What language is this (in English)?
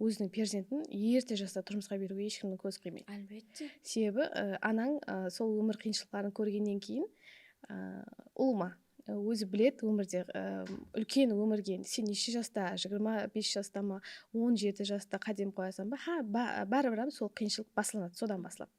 Kara-Kalpak